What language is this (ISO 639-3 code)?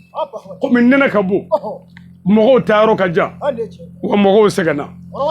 bam